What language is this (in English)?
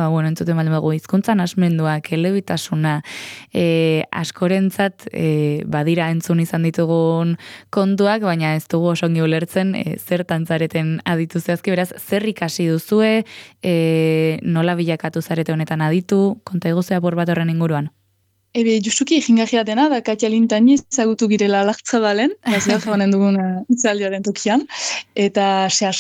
Basque